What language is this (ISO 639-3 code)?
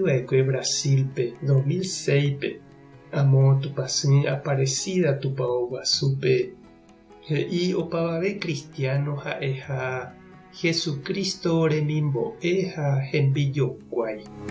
grn